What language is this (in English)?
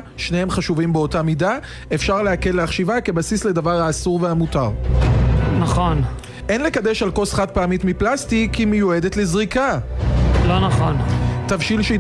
Hebrew